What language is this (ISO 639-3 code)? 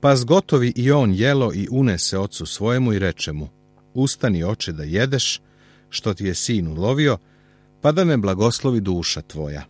srp